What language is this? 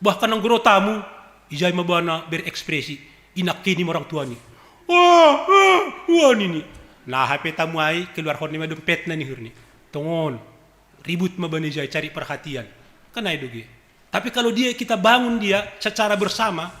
Batak Simalungun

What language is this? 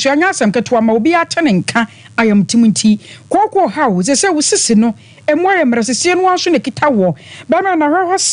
Akan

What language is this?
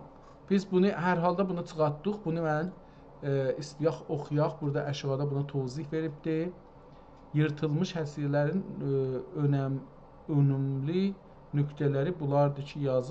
South Azerbaijani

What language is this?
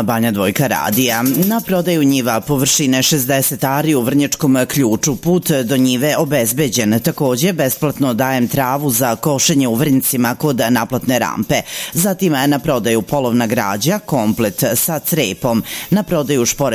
Serbian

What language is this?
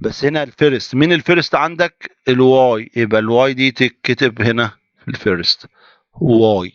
Egyptian Arabic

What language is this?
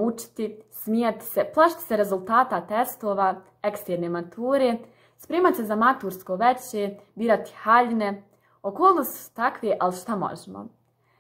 Bosnian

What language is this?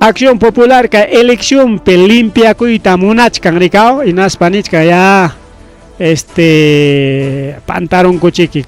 Ayacucho Quechua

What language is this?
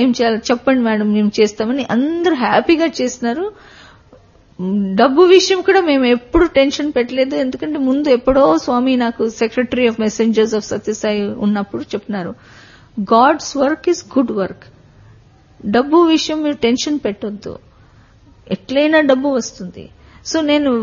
Telugu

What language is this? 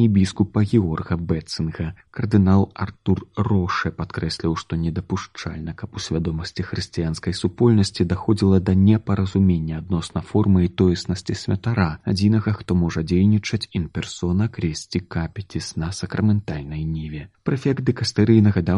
Belarusian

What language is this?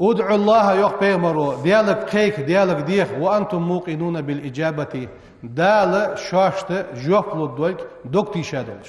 Ingush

